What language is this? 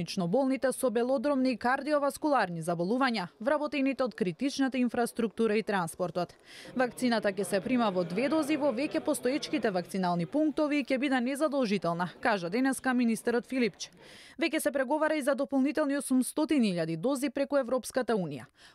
Macedonian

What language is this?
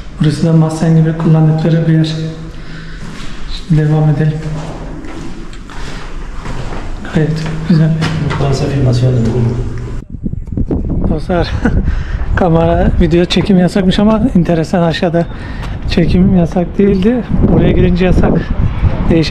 Turkish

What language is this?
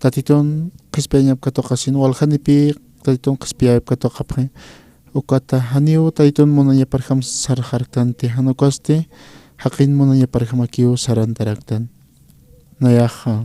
Aymara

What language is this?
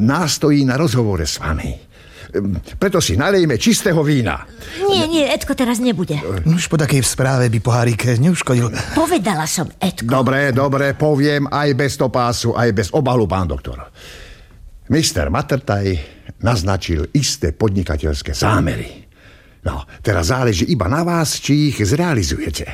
Slovak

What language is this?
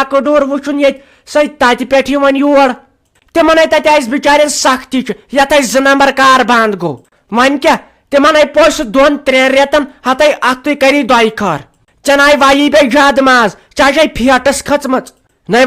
Kashmiri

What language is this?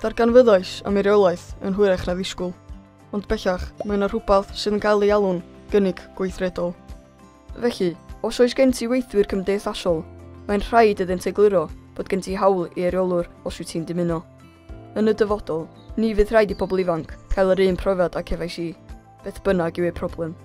Welsh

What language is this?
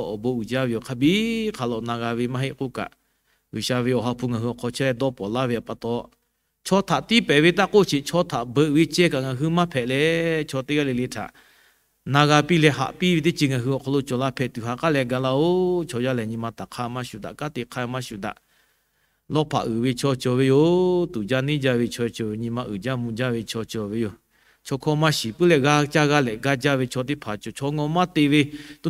Lahu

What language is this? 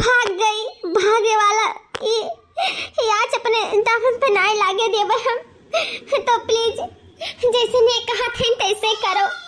Awadhi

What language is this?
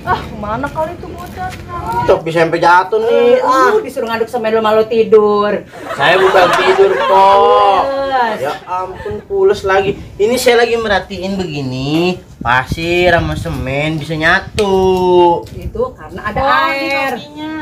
Betawi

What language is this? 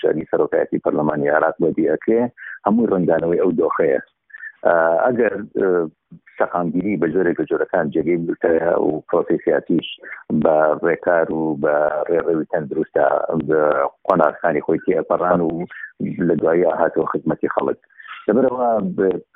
Central Kurdish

